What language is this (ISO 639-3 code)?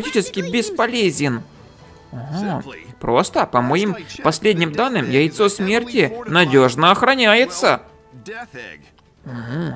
rus